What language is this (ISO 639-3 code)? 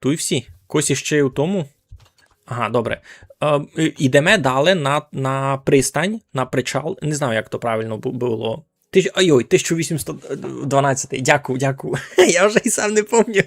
rue